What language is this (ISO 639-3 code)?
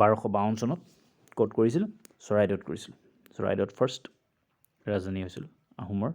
asm